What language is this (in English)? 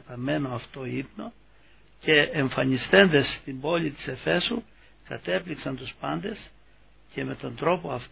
Greek